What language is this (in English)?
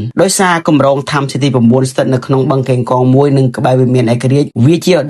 Khmer